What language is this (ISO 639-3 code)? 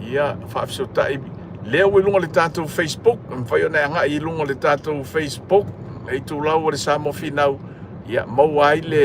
smo